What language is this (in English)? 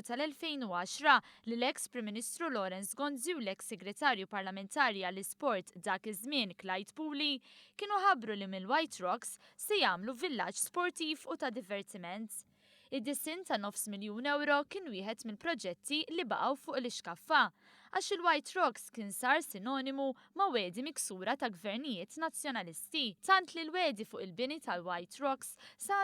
Maltese